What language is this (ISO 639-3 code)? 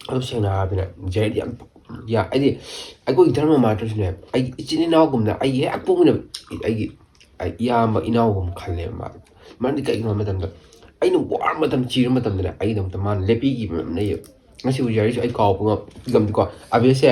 mni